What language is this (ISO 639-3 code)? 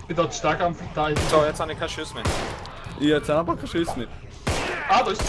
gsw